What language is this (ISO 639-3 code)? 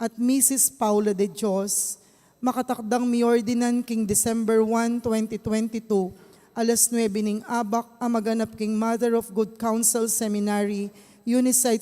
pam